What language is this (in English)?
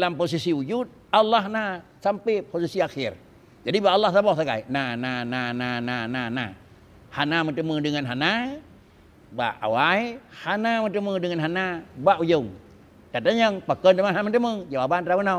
Achinese